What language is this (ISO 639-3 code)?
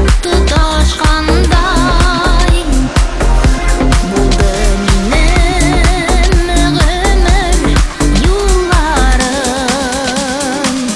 kaz